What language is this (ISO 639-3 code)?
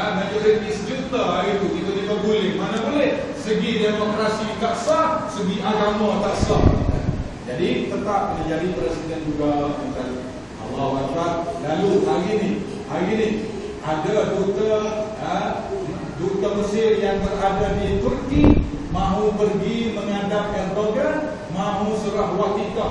msa